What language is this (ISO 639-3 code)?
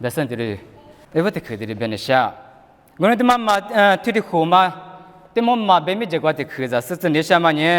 lis